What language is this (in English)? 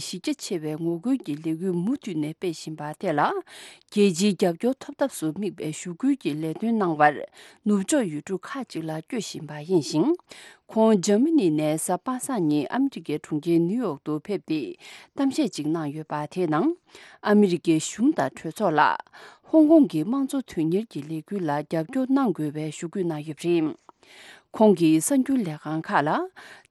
Tibetan